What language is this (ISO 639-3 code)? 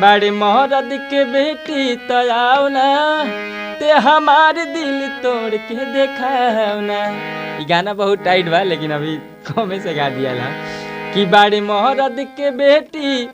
bho